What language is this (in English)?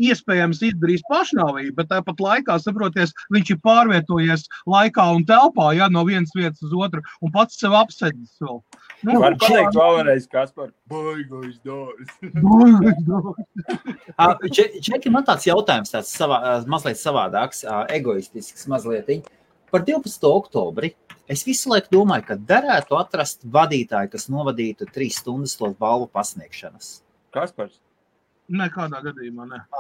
Latvian